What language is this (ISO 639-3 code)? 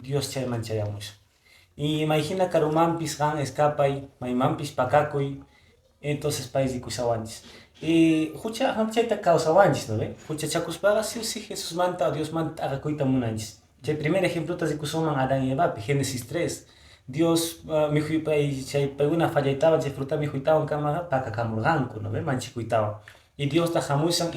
que